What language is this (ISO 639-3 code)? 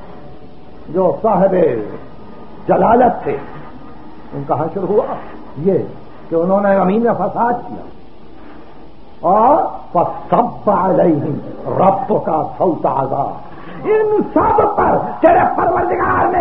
urd